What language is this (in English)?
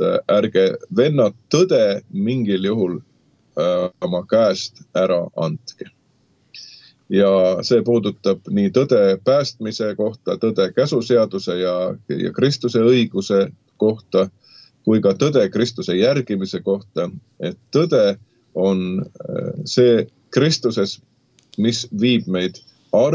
Estonian